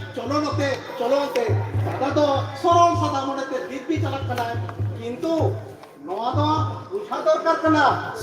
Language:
Santali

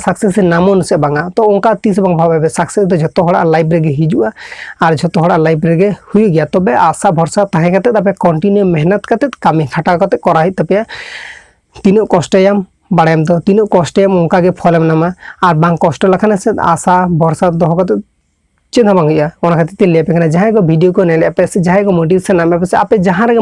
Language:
Santali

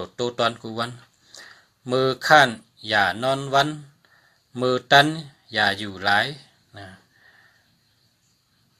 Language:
Shan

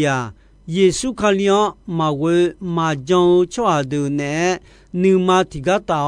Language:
Akha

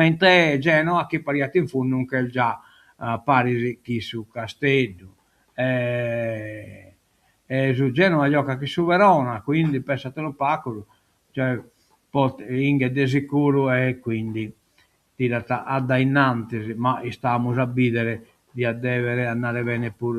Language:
Sardinian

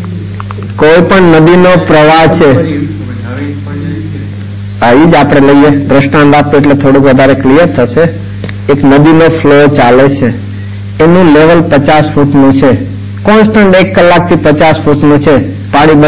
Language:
Gujarati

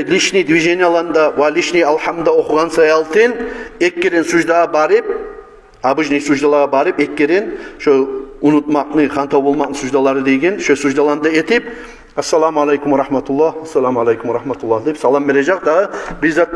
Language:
Kumyk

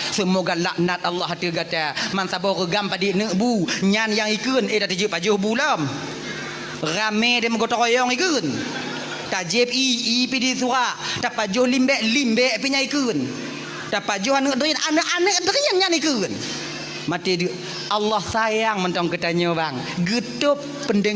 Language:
Achinese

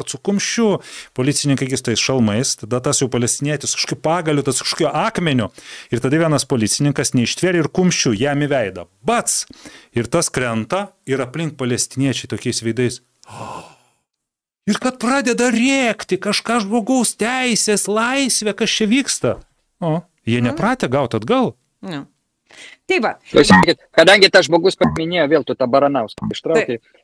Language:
Lithuanian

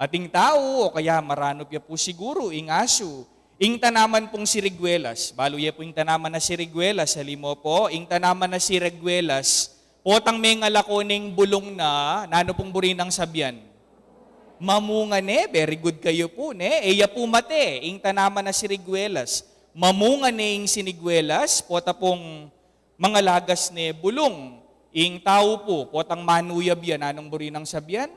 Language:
Pampanga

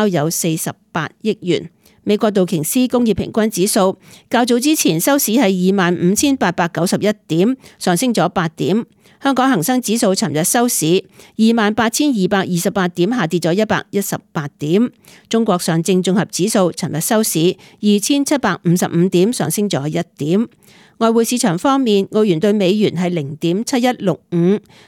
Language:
Cantonese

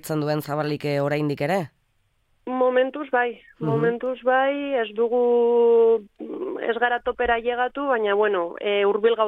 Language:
Basque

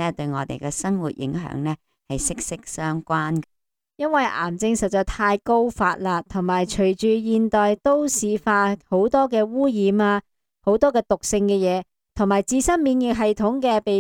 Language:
Cantonese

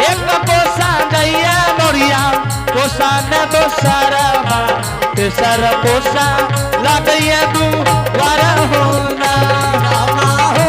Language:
Angika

